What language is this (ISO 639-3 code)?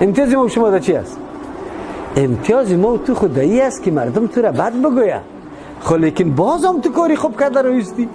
fas